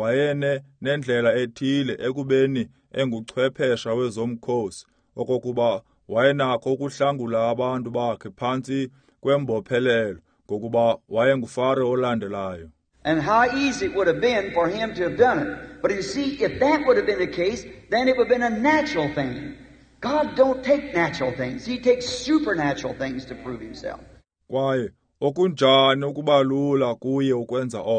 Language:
Xhosa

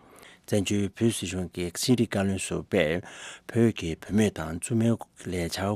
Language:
Tibetan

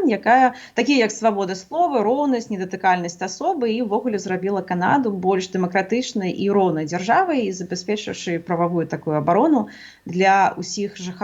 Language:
Belarusian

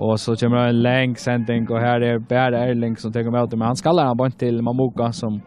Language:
Faroese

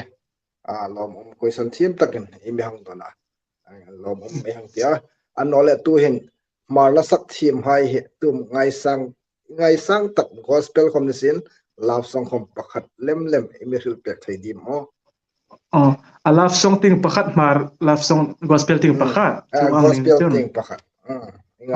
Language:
Hmar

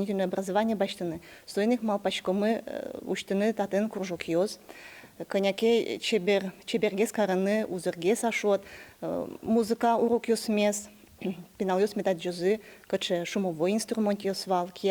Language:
Udmurt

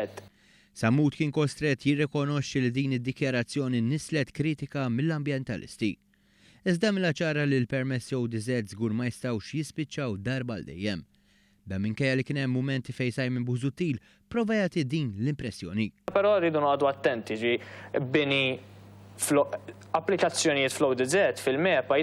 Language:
Maltese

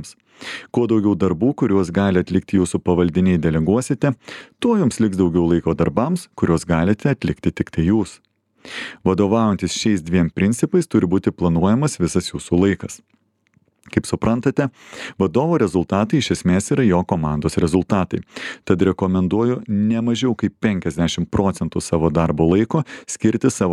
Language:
Lithuanian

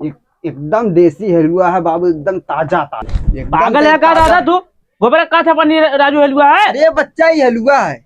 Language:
Awadhi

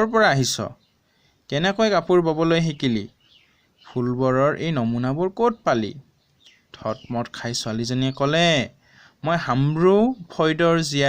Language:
Assamese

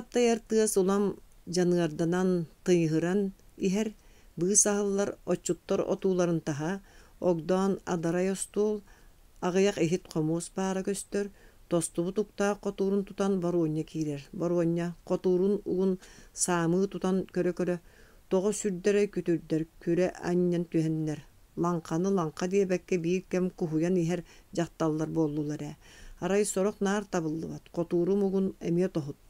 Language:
Yakut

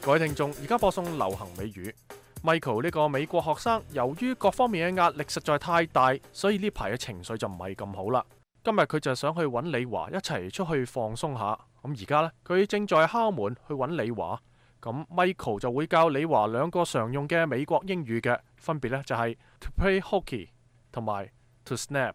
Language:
Cantonese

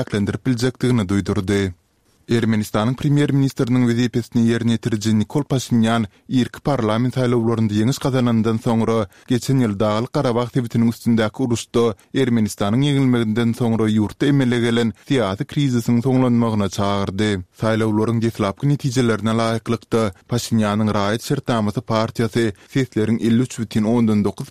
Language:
Turkmen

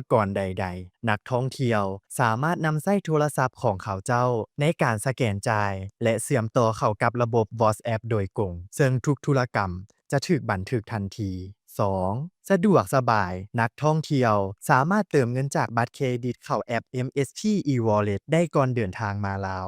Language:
Lao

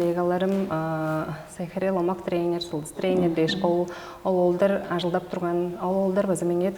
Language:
Tuvinian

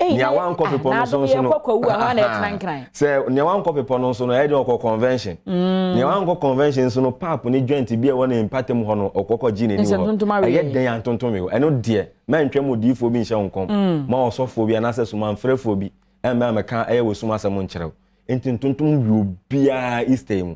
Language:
Akan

